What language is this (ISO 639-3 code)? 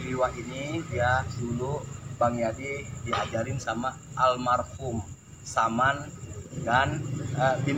bew